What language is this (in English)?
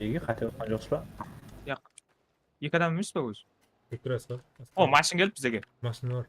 Kara-Kalpak